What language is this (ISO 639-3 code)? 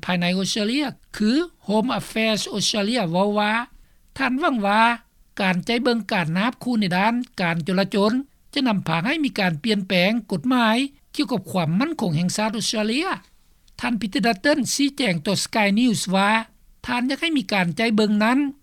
lao